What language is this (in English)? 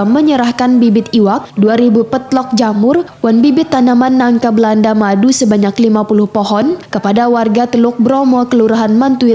Banjar